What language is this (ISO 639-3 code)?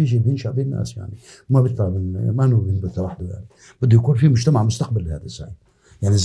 apc